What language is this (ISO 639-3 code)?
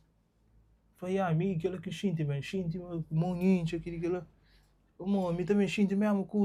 kea